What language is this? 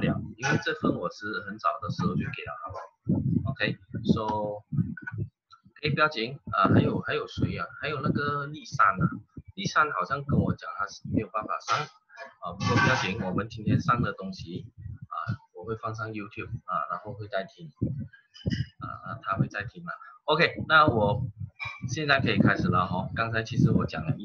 Chinese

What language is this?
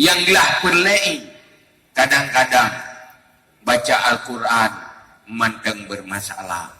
Achinese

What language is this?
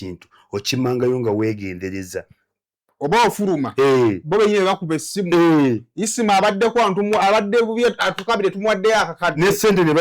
Ganda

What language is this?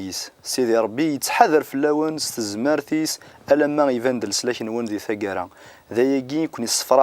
Kabyle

